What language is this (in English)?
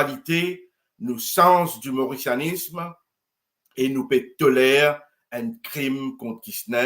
Morisyen